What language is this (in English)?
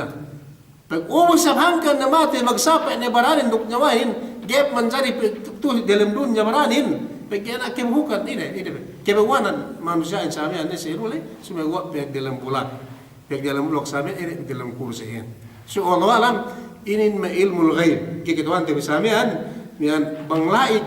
Yakan